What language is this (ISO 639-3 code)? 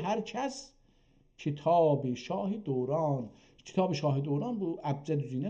azb